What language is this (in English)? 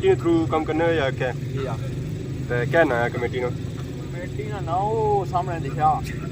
Pahari-Potwari